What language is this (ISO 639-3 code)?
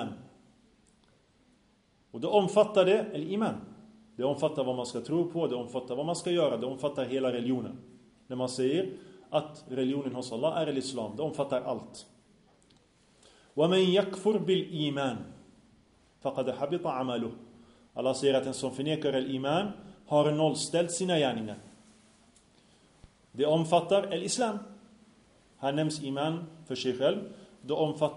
swe